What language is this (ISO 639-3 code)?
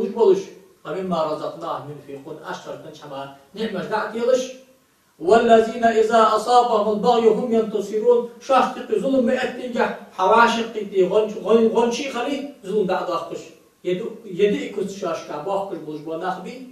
inh